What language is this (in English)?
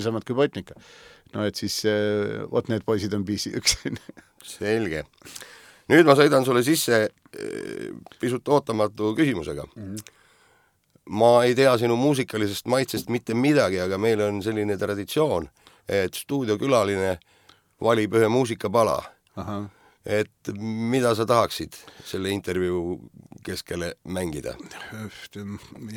Estonian